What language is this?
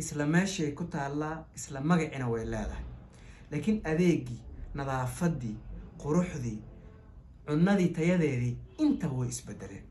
Somali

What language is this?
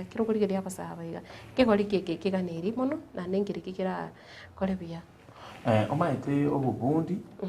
Gusii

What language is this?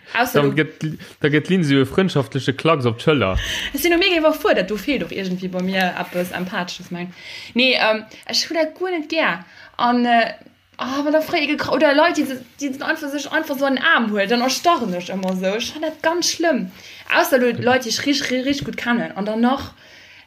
Luxembourgish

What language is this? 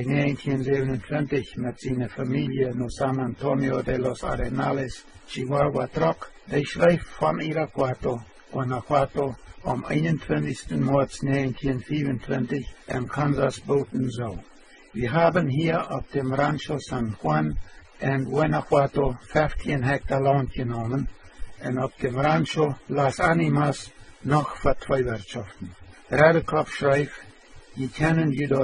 Plautdietsch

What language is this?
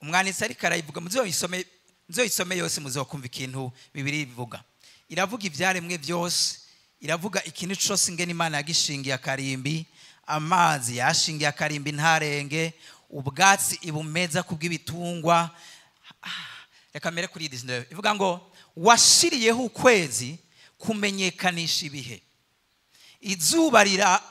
Rundi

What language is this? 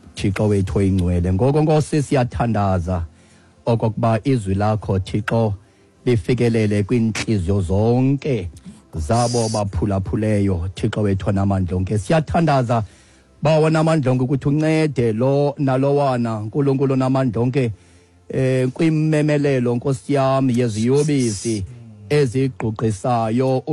Xhosa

